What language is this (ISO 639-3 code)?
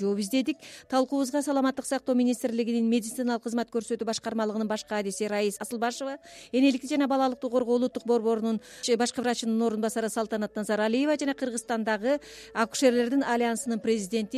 kir